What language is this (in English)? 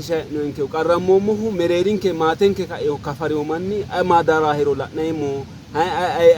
Sidamo